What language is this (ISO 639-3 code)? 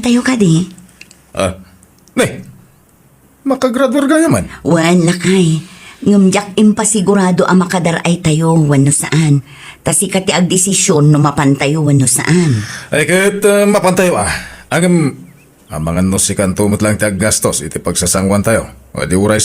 ilo